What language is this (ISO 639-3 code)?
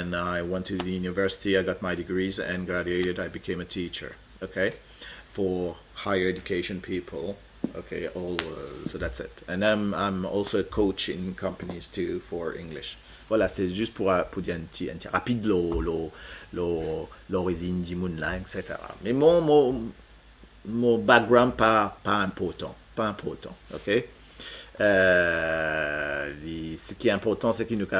mfe